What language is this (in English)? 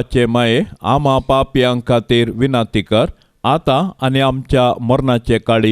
Konkani